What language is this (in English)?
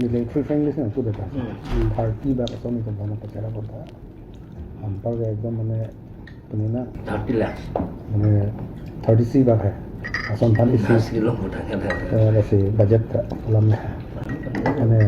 Karbi